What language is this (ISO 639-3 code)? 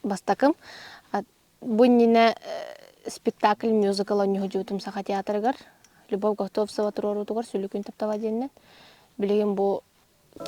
sah